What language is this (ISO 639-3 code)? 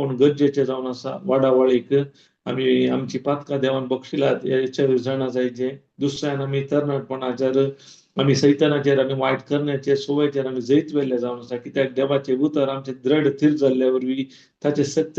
kok